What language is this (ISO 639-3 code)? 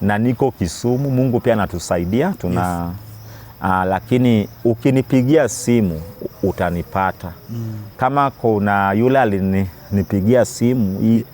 swa